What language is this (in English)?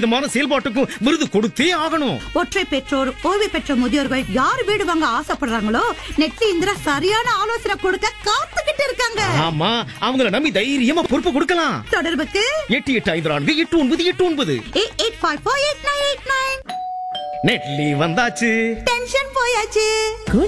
Tamil